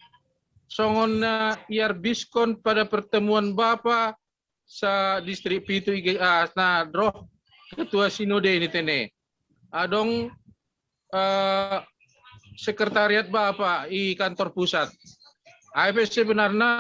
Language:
Batak Simalungun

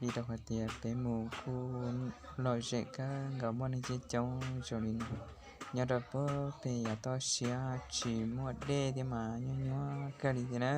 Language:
Hmong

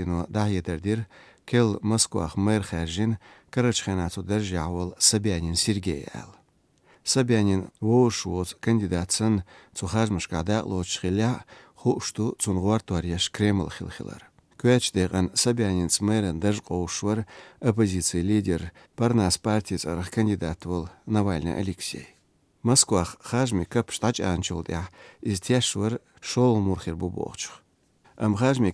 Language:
Chechen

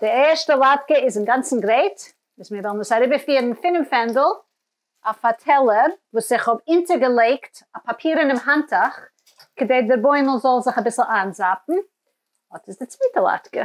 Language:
Yiddish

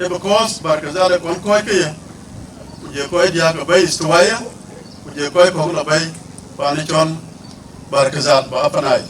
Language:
Dinka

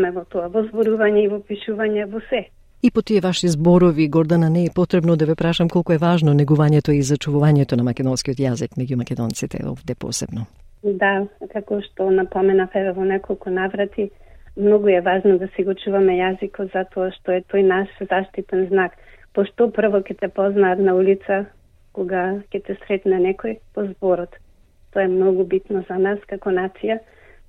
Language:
Macedonian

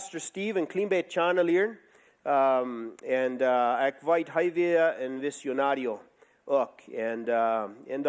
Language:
Plautdietsch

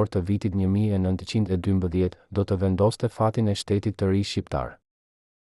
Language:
Albanian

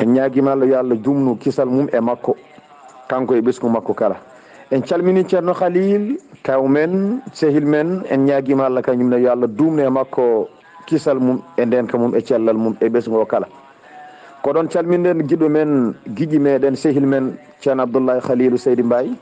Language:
Fula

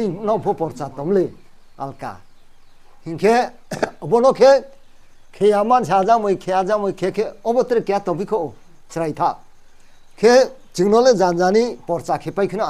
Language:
Riang (India)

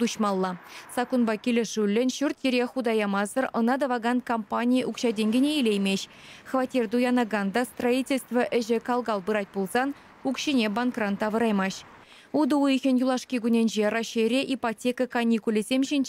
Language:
Chuvash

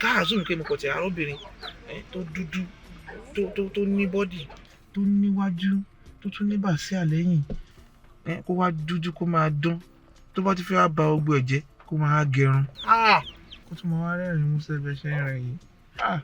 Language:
Yoruba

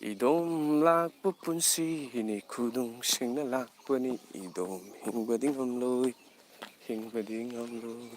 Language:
Manipuri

